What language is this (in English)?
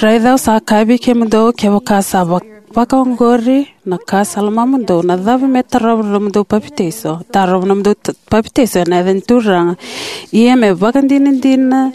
Fijian